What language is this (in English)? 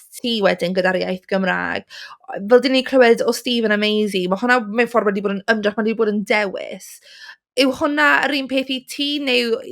Welsh